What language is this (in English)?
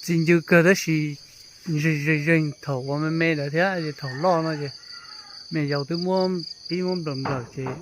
Hmong